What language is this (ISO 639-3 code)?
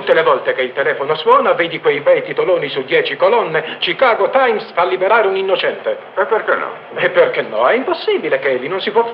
ita